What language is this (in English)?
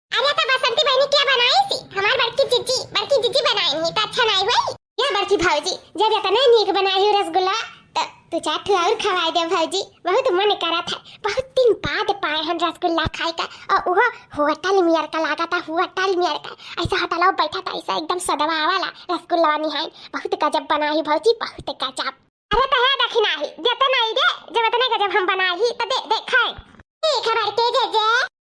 Awadhi